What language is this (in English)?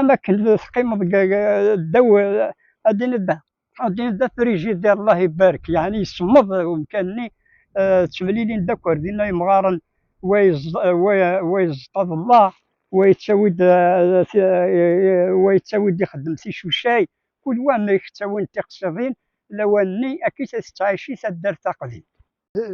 Kabyle